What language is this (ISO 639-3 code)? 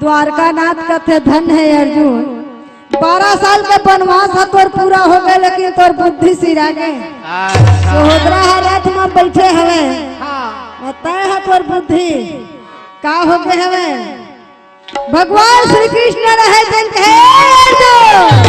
hne